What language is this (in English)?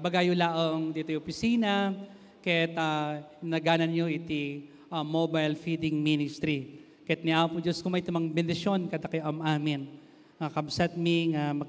Iloko